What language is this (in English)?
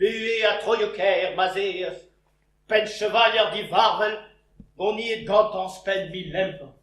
Breton